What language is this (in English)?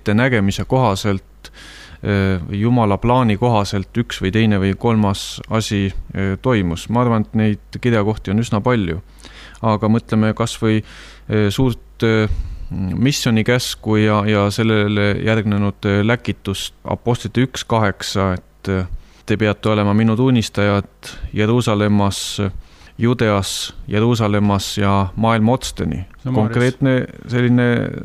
Estonian